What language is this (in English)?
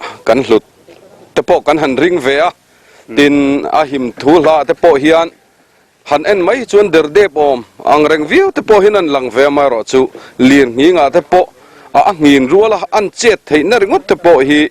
Mizo